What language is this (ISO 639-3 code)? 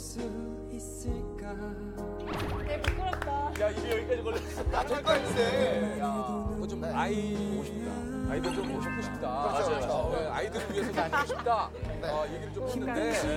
kor